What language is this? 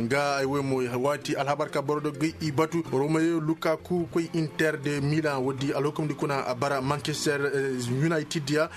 Koyraboro Senni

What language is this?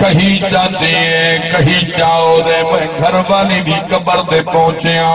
Saraiki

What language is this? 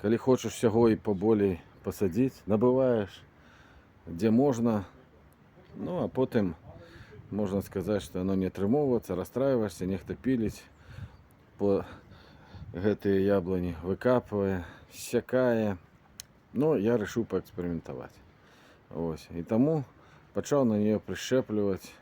Belarusian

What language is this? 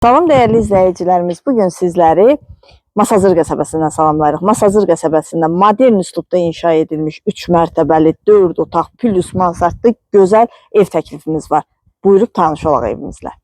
Azerbaijani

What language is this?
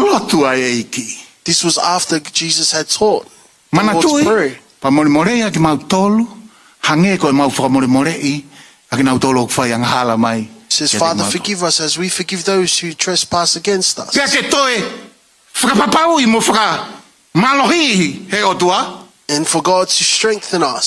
Tongan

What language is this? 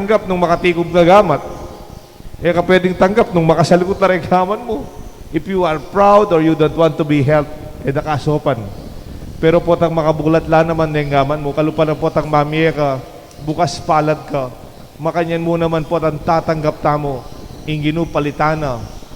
Pampanga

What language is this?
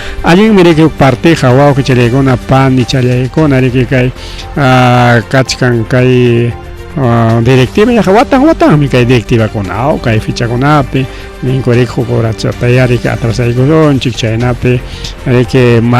Ayacucho Quechua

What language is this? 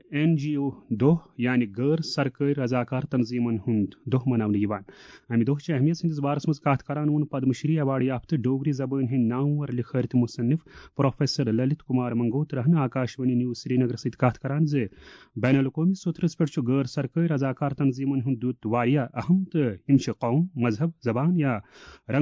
Kashmiri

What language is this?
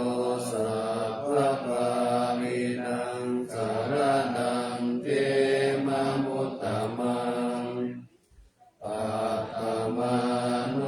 Pali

